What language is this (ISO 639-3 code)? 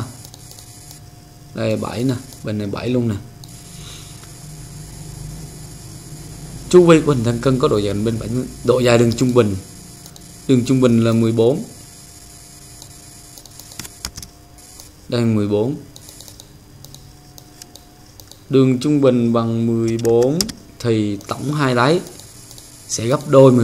vie